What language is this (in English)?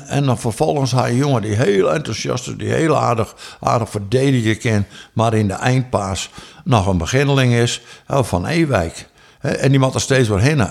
Western Frisian